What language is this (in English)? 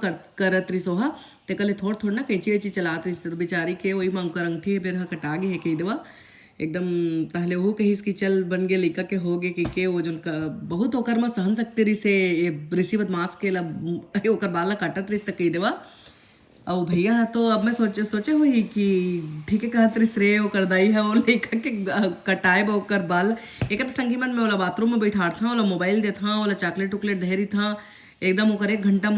Chhattisgarhi